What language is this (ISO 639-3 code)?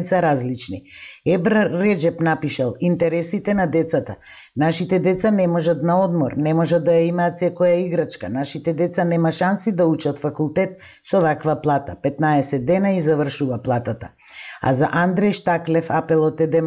mkd